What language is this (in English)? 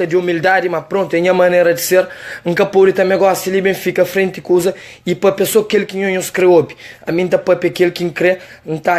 Kabuverdianu